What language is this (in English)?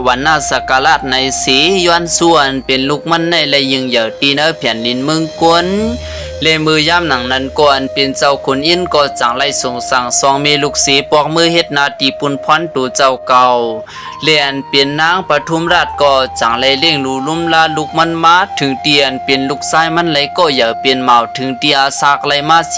Shan